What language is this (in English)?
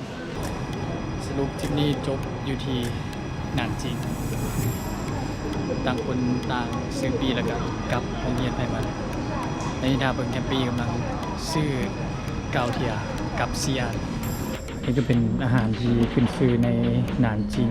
Lao